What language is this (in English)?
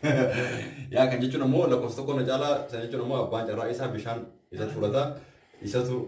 Oromo